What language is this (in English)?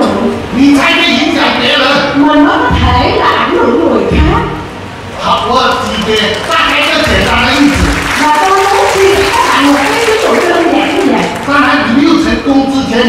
Vietnamese